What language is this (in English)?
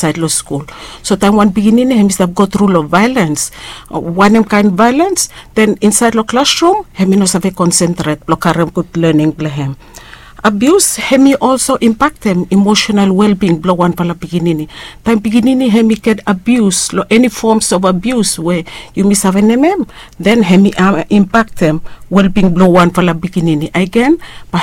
Bislama